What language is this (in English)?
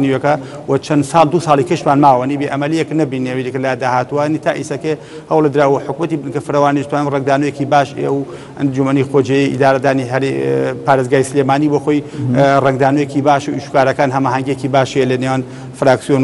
Central Kurdish